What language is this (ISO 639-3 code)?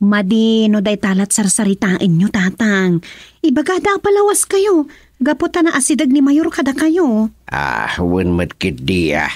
ilo